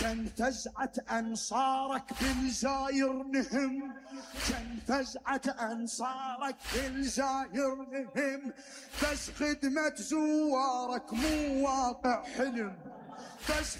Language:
Mesopotamian Arabic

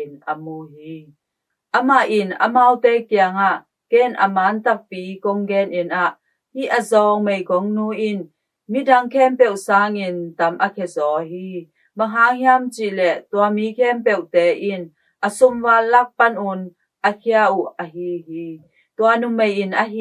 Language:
Tedim Chin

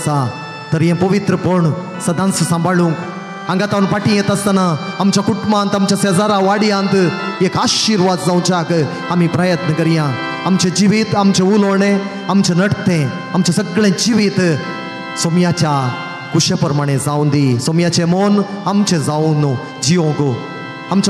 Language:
Konkani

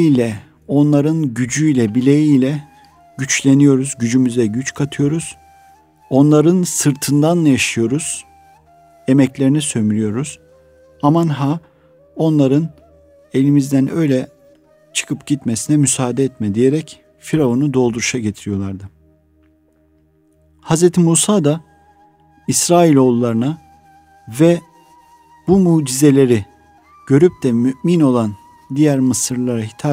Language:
Turkish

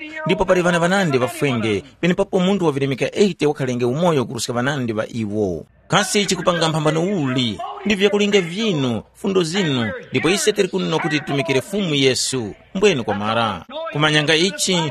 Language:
Tumbuka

